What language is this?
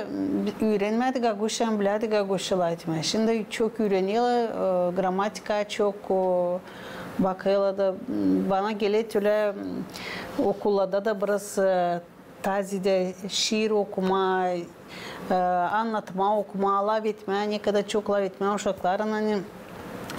Gagauz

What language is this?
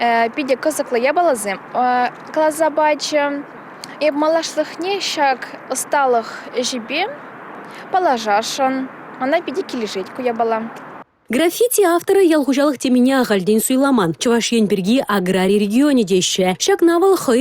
Chuvash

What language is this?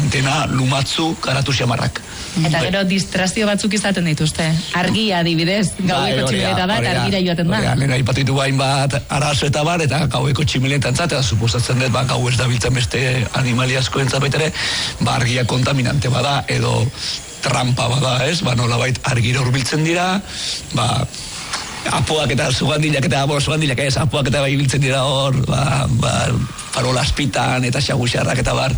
Basque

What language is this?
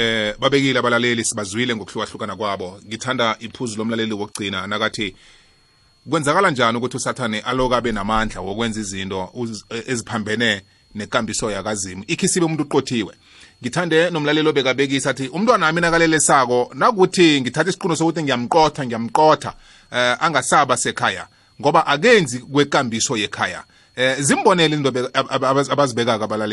South Ndebele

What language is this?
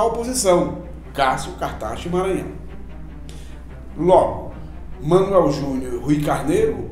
Portuguese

